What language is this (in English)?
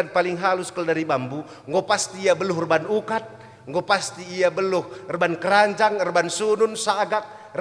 Batak Karo